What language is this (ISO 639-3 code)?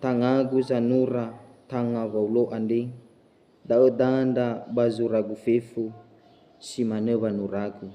nia